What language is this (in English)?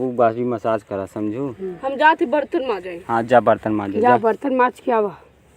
Awadhi